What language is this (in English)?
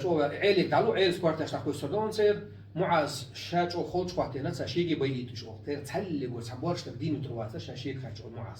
Chechen